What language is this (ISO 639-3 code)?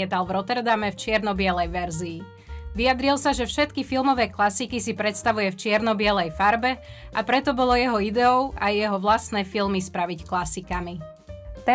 slk